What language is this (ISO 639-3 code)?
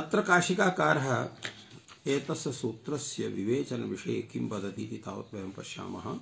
san